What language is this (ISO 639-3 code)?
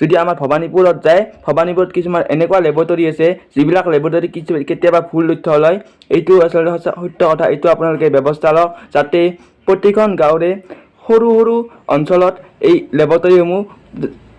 asm